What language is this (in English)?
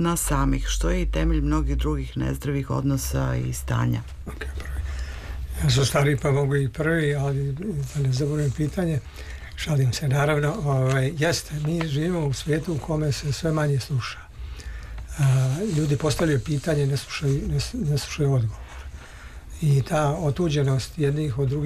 Serbian